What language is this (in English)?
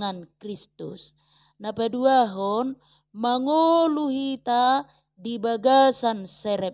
Batak Toba